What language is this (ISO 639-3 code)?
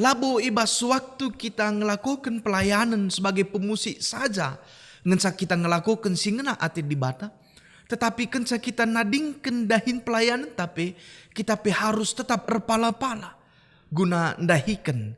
btx